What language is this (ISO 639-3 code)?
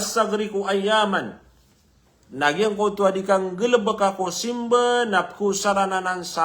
mrw